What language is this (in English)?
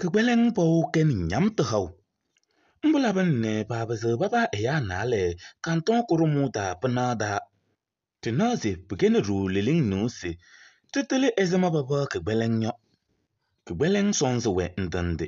Kabiyè